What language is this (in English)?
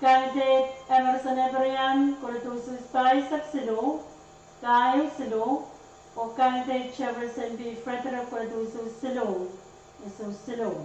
Pohnpeian